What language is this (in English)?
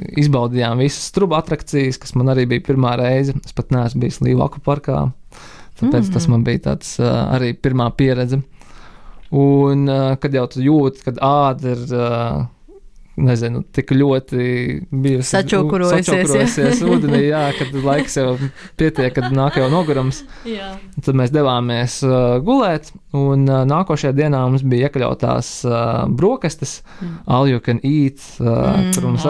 Latvian